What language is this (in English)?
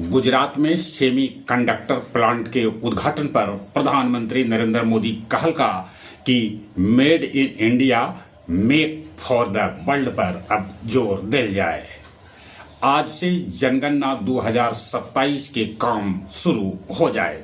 Magahi